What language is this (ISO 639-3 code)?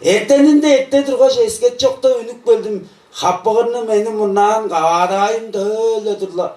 tyv